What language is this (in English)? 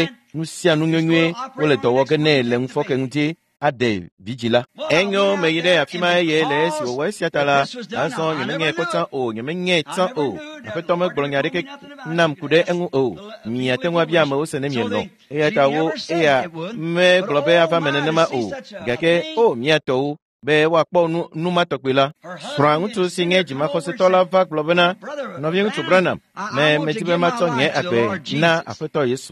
Ewe